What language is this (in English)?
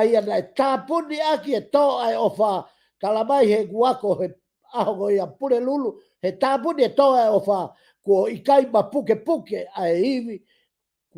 Tongan